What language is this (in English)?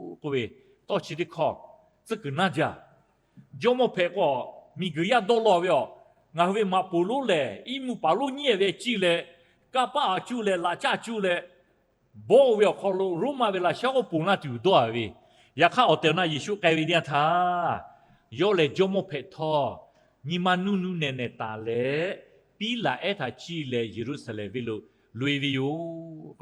Lahu